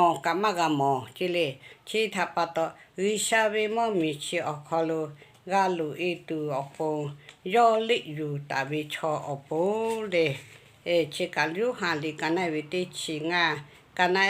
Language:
Lahu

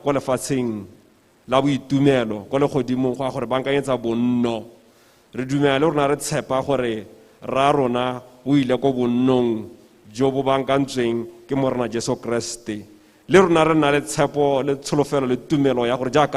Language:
Tswana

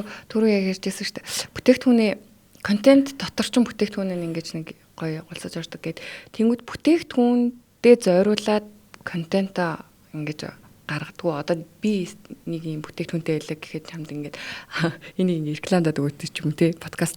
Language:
Mongolian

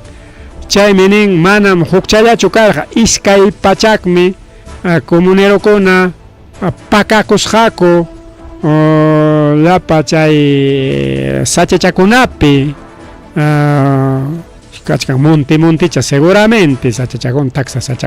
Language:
Ayacucho Quechua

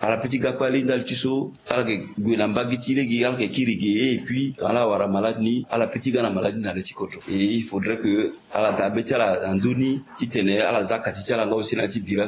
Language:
Sango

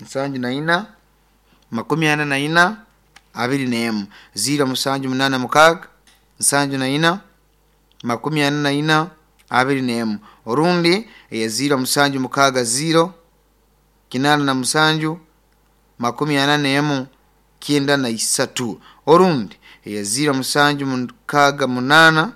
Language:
Nyoro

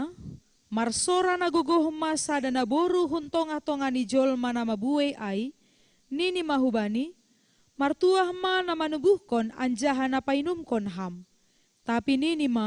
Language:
Batak Simalungun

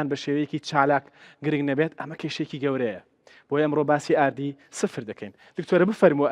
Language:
Central Kurdish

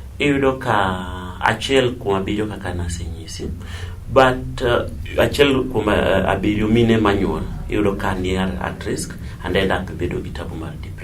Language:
Luo (Kenya and Tanzania)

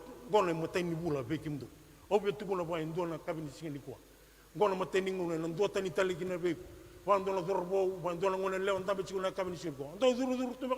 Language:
Fijian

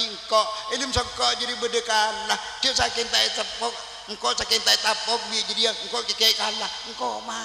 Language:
Madurese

